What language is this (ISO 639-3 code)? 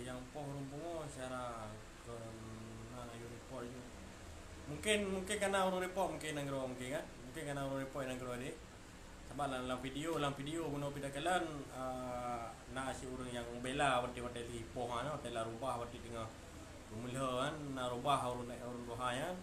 ace